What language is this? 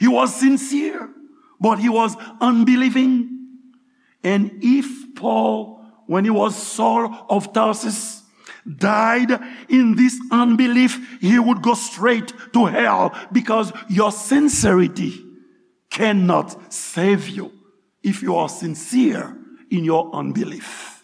Haitian Creole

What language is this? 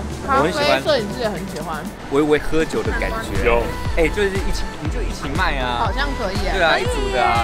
Chinese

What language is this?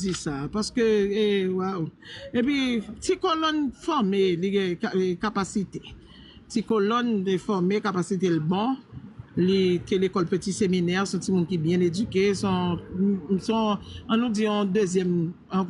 Haitian Creole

